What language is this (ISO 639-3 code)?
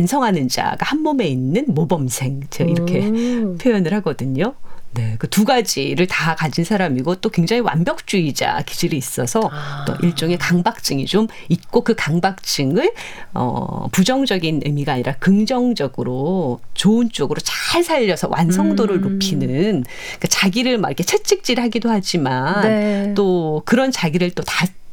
kor